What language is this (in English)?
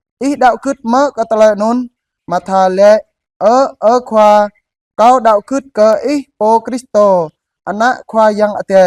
Jarai